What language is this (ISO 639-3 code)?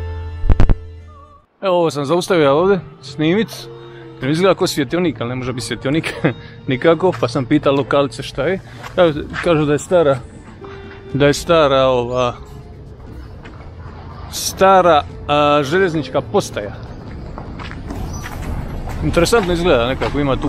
hrv